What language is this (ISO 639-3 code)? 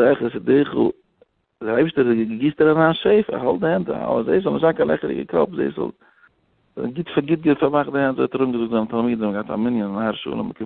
yid